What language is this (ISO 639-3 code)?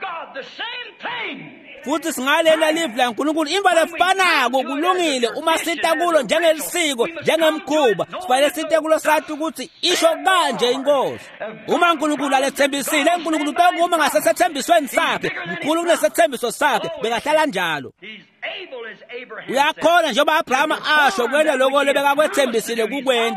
ssw